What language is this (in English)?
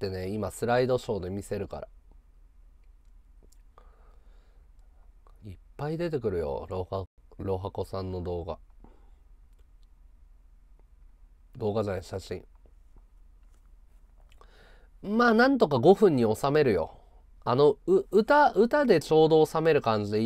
Japanese